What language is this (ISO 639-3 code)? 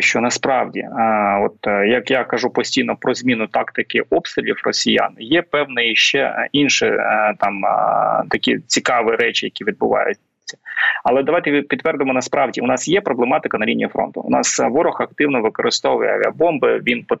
ukr